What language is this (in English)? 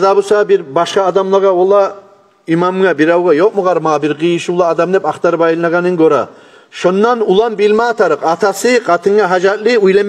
Kumyk